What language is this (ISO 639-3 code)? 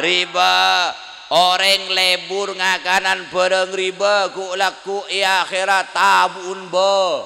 mad